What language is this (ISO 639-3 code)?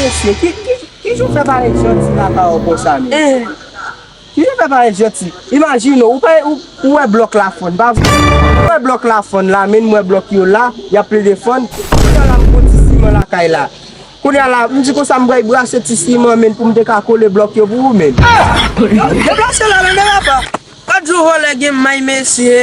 hat